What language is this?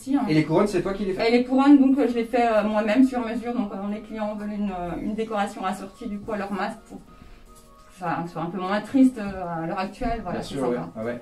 French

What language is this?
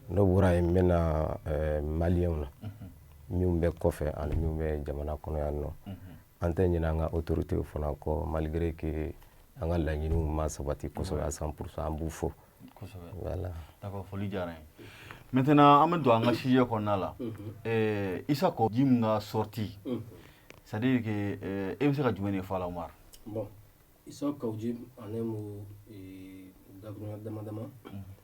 Bambara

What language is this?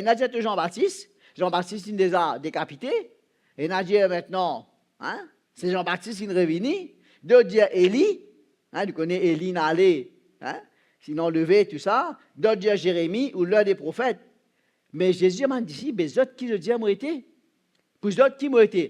Morisyen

